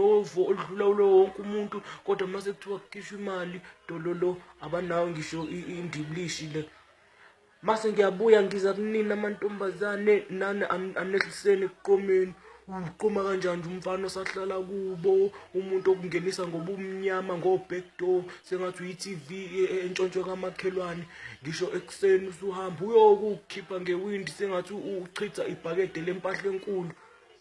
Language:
Zulu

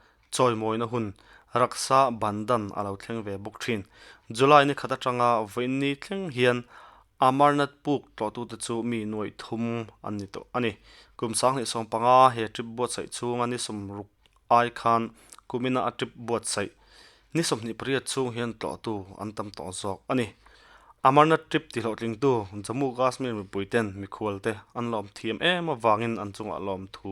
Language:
Mizo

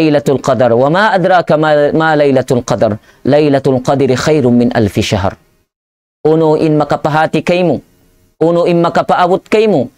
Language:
Tausug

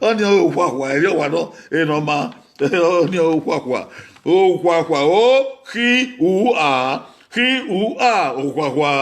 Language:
Bini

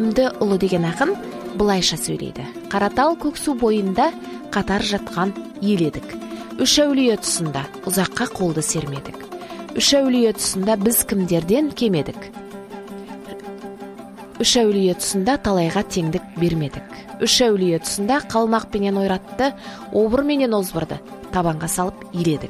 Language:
Kazakh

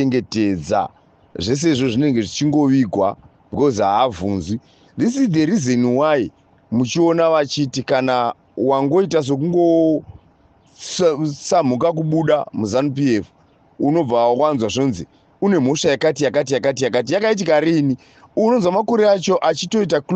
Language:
Shona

